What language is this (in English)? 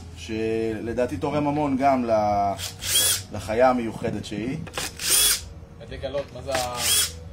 Hebrew